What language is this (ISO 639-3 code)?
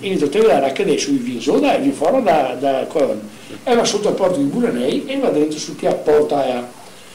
vec